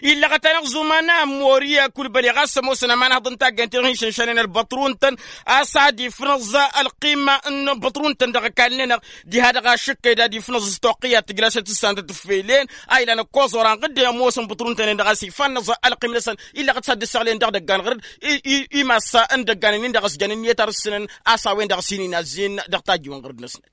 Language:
Tamasheq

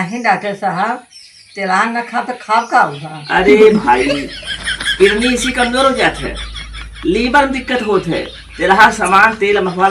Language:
Awadhi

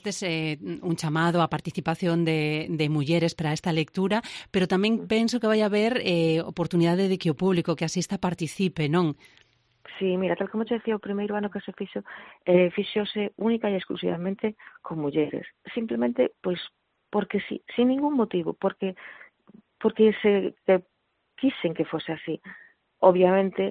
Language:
Galician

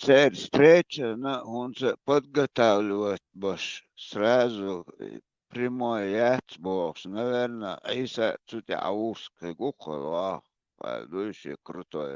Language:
Chechen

